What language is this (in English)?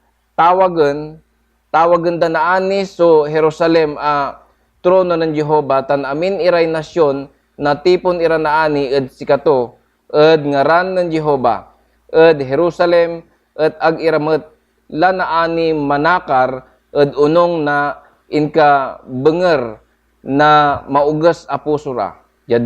Pangasinan